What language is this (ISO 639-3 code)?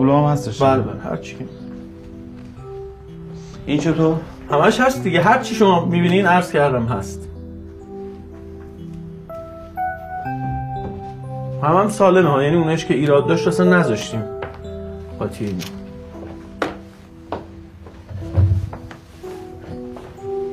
fas